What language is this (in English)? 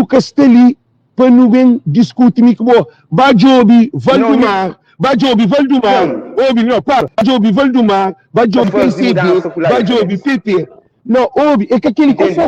Kabuverdianu